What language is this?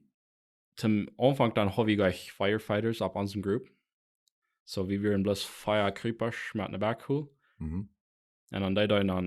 Plautdietsch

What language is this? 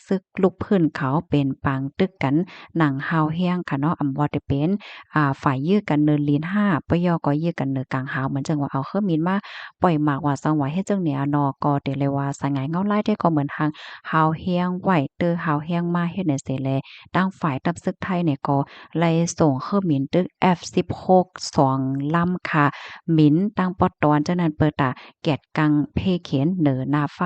Shan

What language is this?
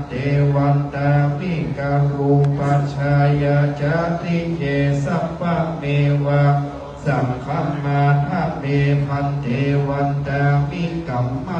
Pali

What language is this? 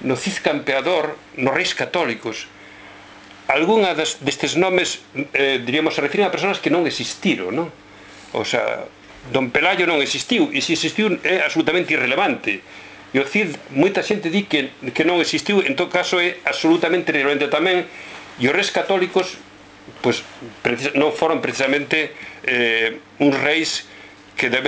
Galician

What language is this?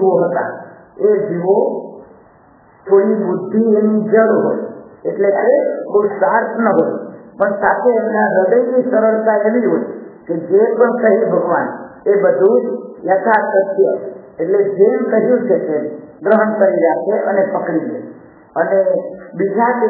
Gujarati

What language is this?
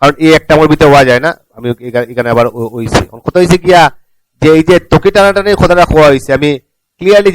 Sylheti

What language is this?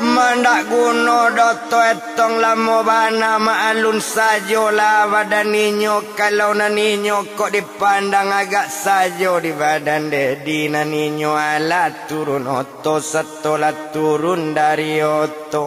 Minangkabau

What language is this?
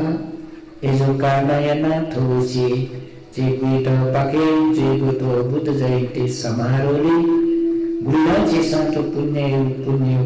Newari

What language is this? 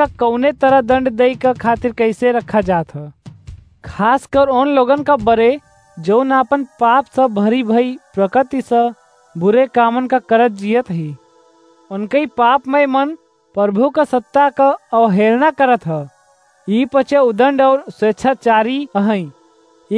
Awadhi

